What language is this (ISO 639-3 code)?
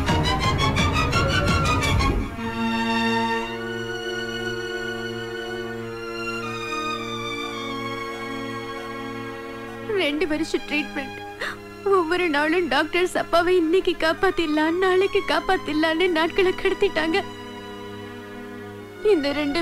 tam